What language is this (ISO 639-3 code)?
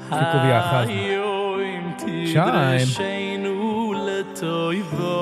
yid